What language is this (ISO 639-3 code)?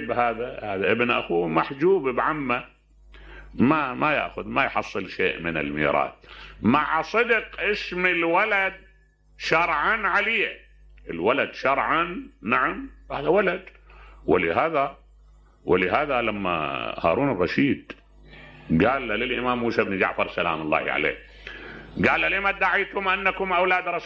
acm